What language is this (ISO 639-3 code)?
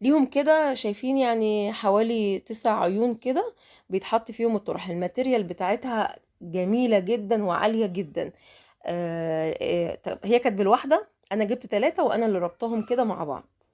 arz